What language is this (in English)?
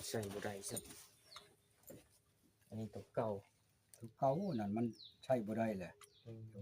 Northeastern Thai